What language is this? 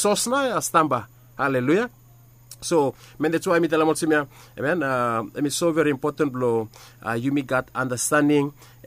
Bislama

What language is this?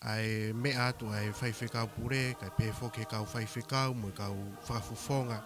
Tongan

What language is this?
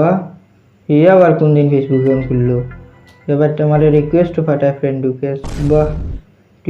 Sylheti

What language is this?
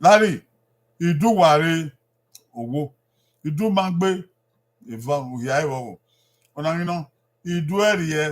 Bini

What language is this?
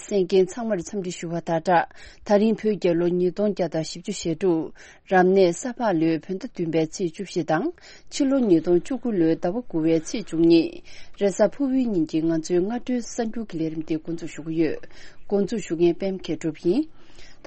Tibetan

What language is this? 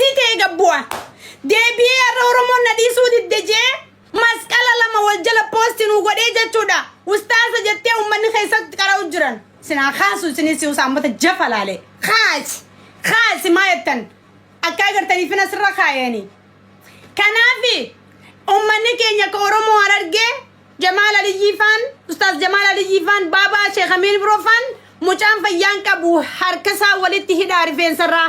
Oromo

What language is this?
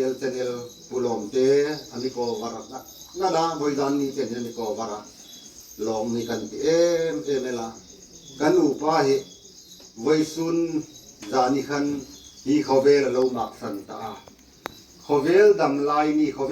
Hmar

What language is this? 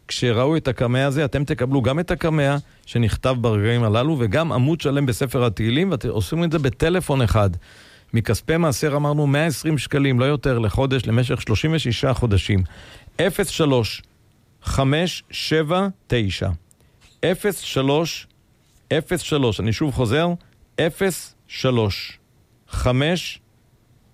Hebrew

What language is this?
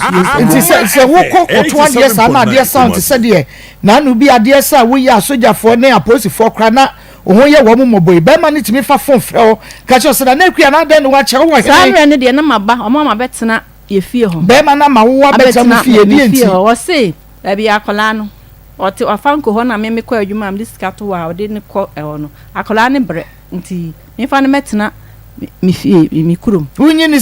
Akan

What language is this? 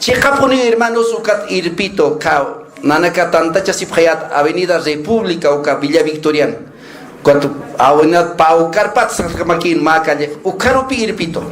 Aymara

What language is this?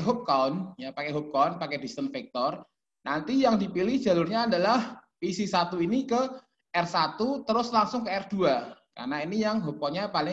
Indonesian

